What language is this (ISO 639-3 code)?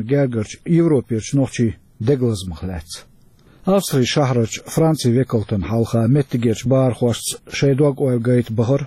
che